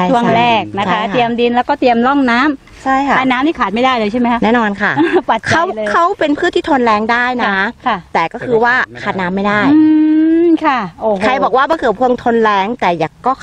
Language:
Thai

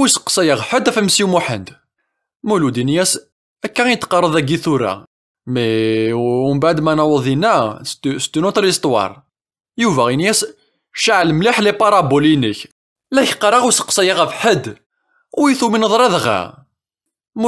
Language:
Kabyle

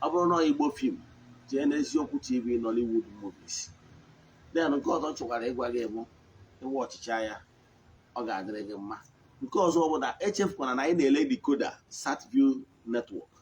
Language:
Igbo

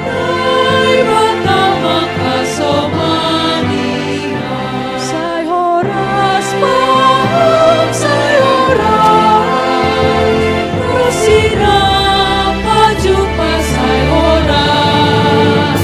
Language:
Batak Simalungun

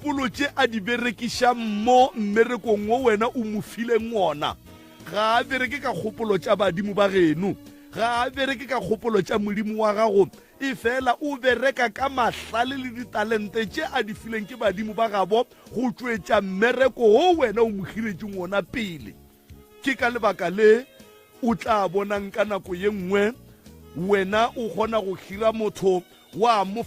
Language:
Northern Sotho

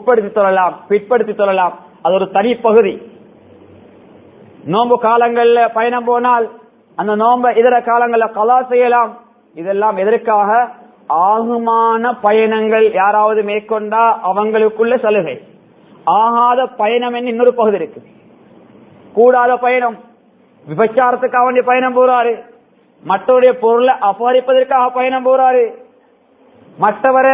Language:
Tamil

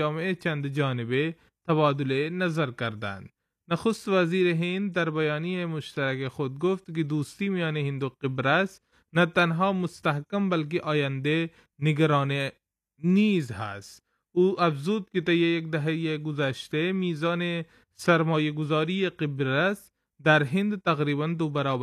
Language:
Persian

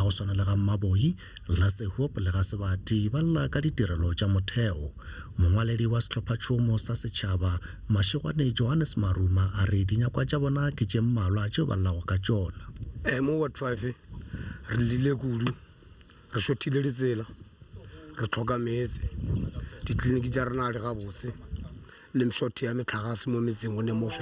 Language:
Northern Sotho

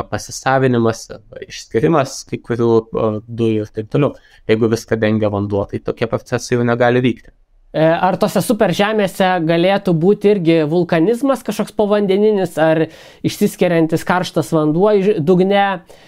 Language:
Lithuanian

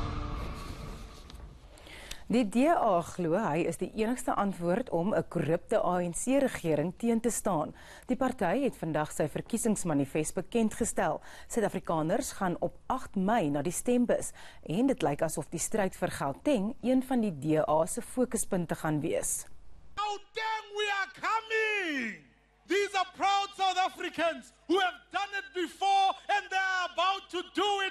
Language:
Afrikaans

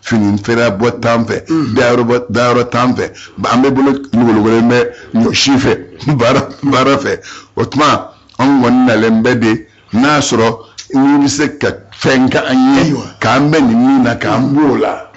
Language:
Bambara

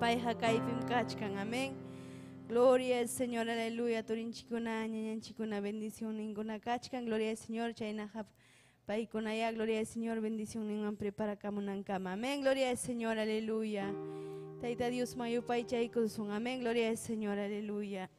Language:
Ayacucho Quechua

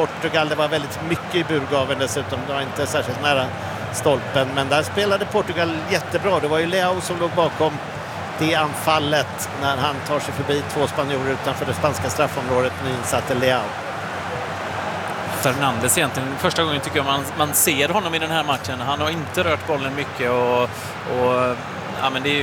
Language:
Swedish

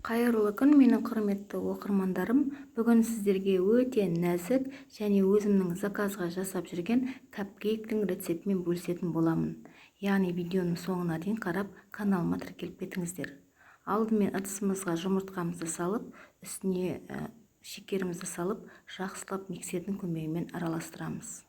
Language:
Kazakh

